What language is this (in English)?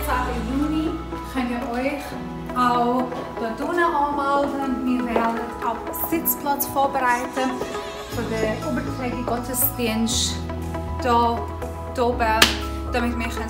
Swiss German